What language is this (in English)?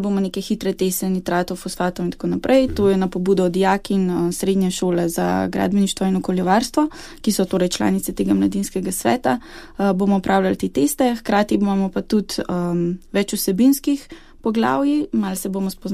Slovenian